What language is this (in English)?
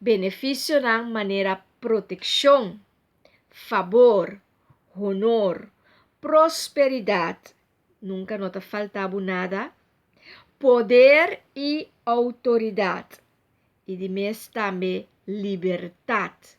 Papiamento